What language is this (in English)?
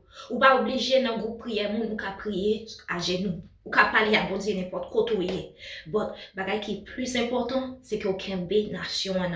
Haitian Creole